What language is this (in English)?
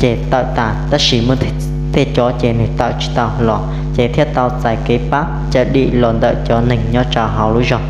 Hmong